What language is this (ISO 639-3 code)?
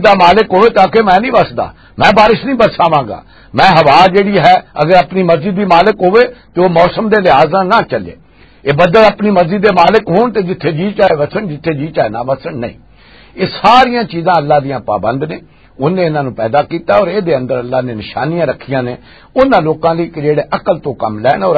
lah